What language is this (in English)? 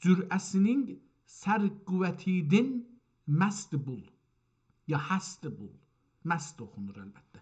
South Azerbaijani